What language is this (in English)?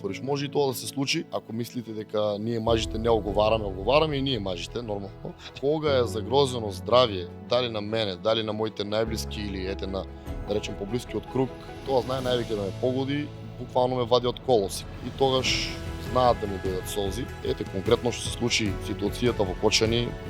Macedonian